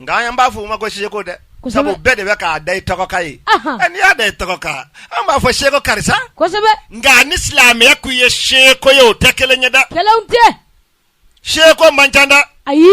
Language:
Bambara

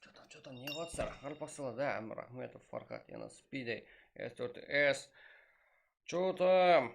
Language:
Kara-Kalpak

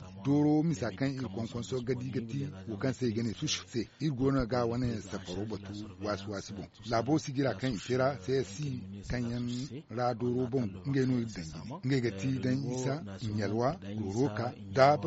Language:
Zarma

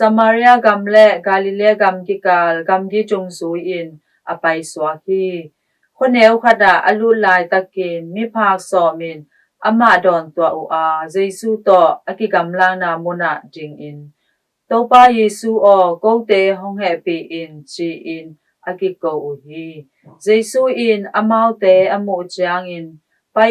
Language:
Tedim Chin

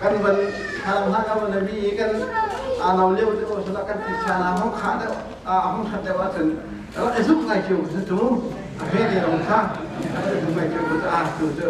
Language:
Hakha Chin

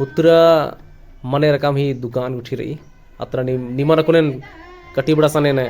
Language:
Kurukh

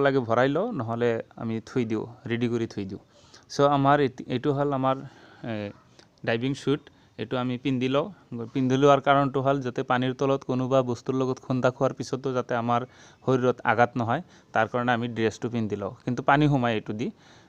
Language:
Assamese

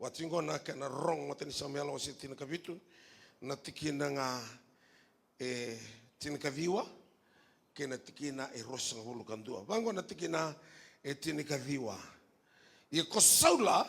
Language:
Fijian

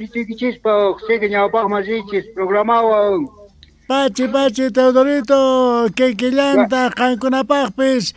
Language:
South Bolivian Quechua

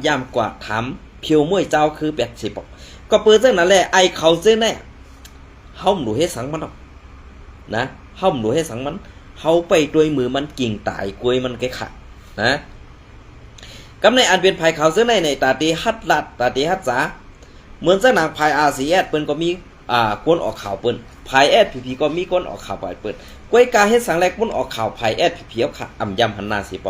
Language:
Shan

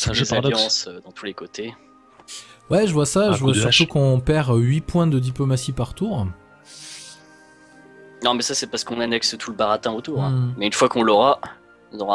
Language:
French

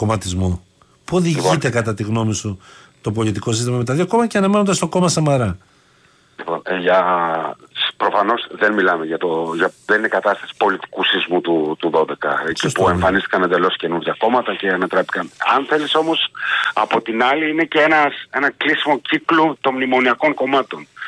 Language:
Greek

